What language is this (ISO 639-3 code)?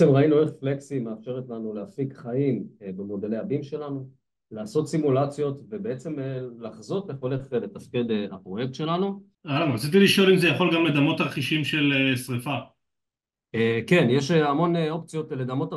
heb